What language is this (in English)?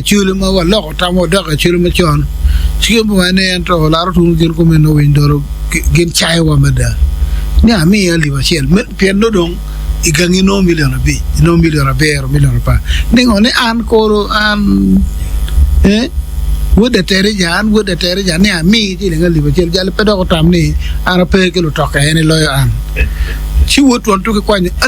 Acoli